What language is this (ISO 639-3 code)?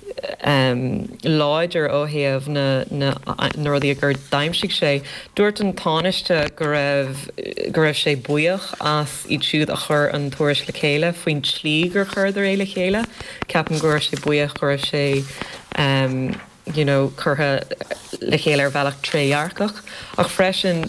gle